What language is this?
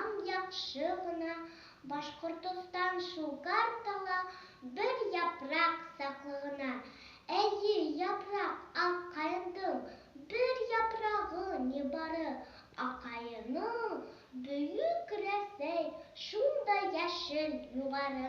Bashkir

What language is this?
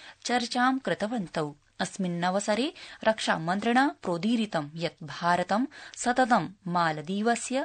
Sanskrit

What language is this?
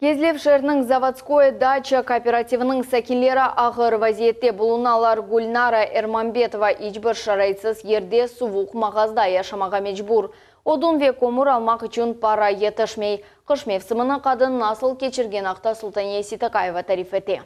Crimean Tatar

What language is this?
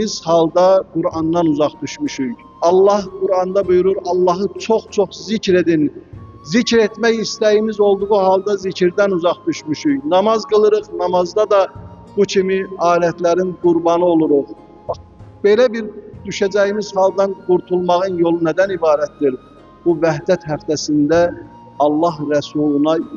Azerbaijani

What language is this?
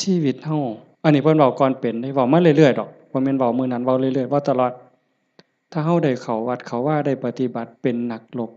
Northeastern Thai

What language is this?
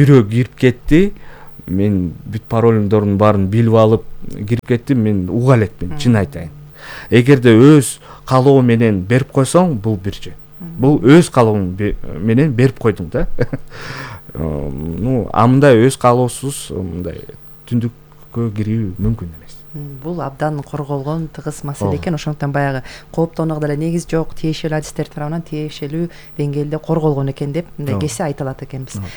Kyrgyz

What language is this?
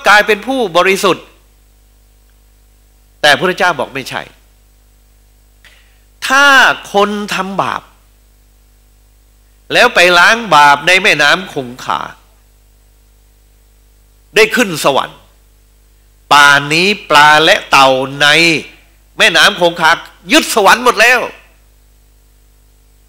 Thai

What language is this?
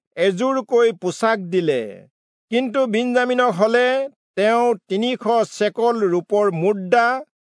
Assamese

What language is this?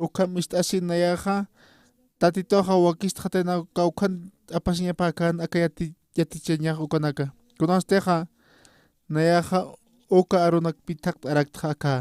Aymara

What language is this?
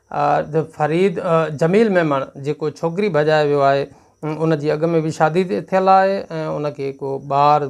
Sindhi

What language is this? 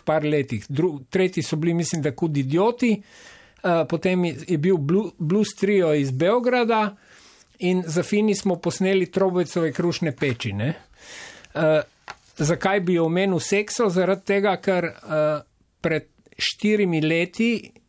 Slovenian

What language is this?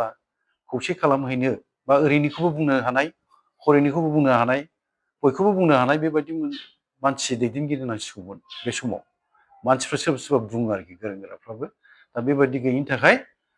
Bodo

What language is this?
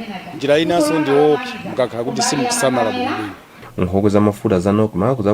Nyanja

